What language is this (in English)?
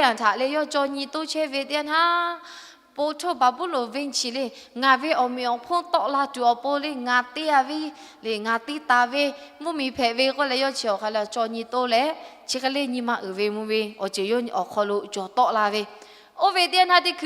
Lahu